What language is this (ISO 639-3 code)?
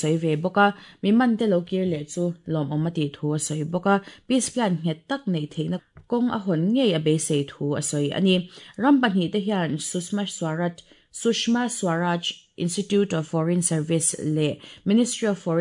lus